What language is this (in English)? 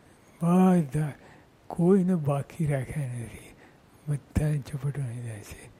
Gujarati